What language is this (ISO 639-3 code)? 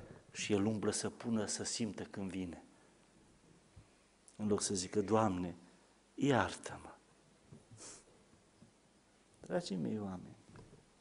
ron